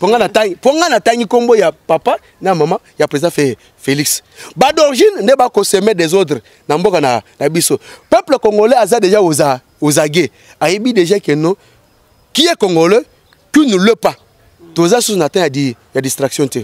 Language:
Lingala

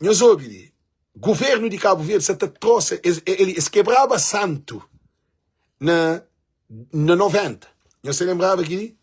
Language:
Kabuverdianu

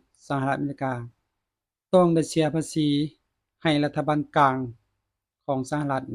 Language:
Lao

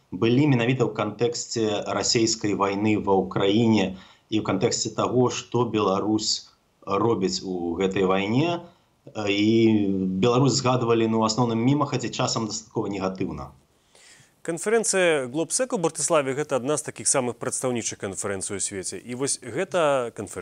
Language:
Belarusian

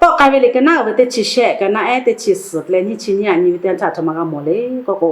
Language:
Lahu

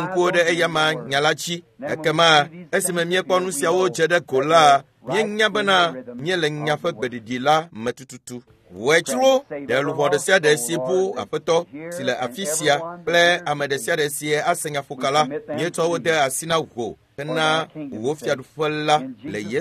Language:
Ewe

